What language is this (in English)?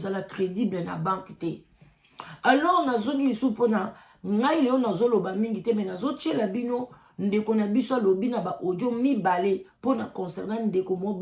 Lingala